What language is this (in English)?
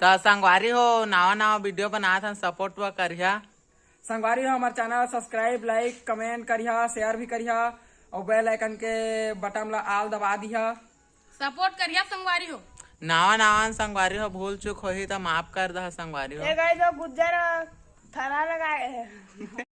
Chhattisgarhi